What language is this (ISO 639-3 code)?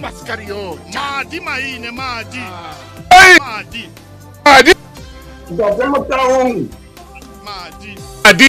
sot